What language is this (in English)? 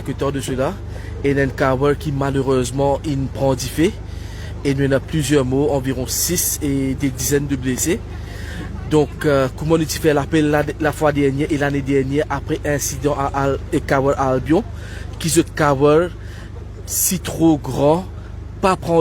Morisyen